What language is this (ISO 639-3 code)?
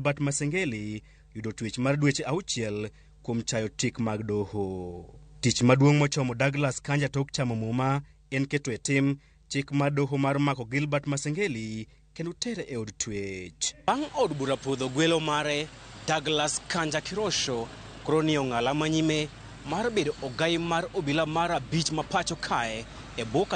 luo